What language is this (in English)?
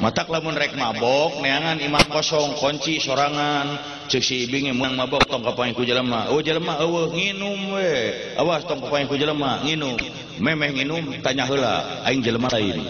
Sundanese